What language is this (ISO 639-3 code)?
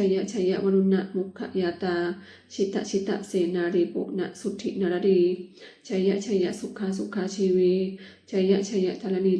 pli